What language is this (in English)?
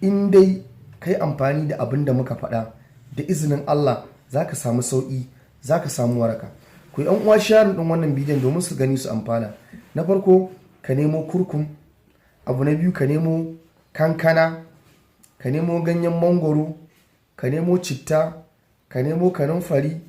Hausa